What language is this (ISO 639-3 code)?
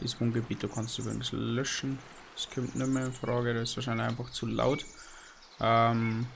bar